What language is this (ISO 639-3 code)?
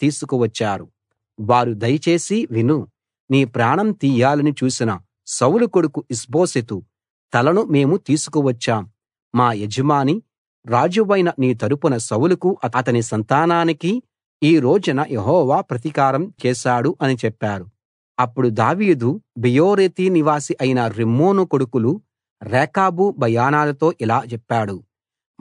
tel